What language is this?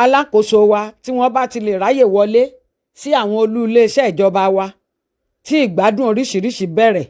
Yoruba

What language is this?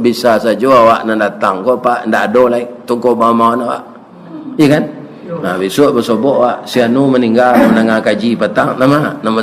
Minangkabau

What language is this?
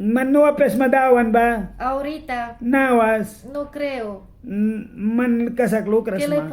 Mískito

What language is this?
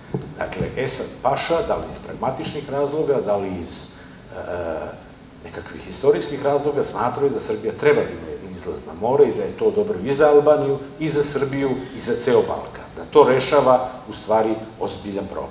Serbian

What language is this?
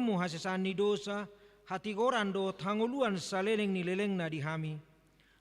Batak Toba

